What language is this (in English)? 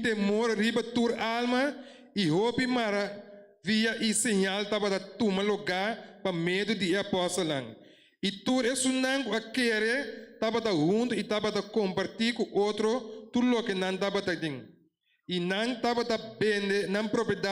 Papiamento